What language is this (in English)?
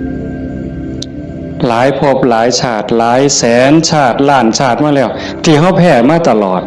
Northeastern Thai